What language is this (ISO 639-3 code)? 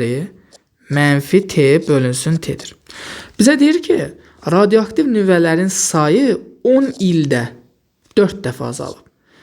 aze